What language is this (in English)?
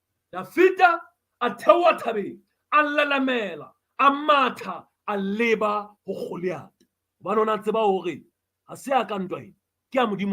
Southern Sotho